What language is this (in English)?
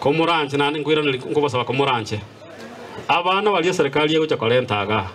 Gusii